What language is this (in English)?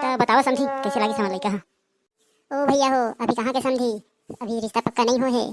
Chhattisgarhi